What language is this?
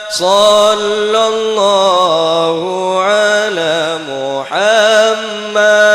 Madurese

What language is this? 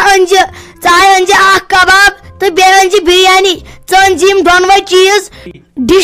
Kashmiri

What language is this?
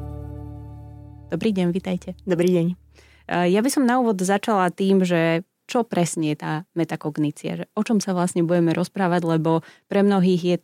Slovak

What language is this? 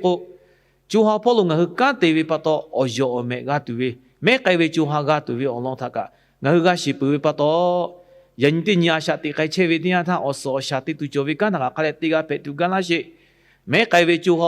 Lahu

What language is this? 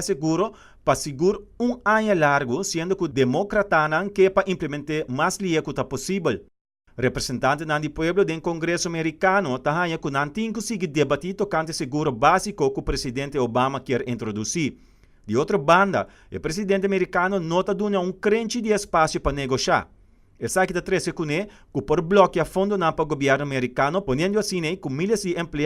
Papiamento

